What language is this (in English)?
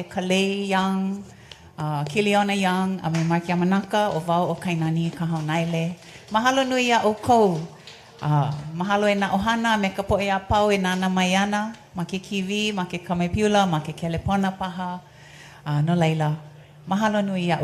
Hawaiian